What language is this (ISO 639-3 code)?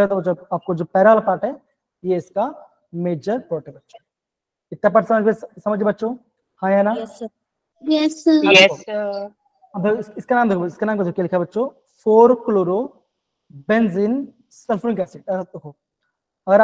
hin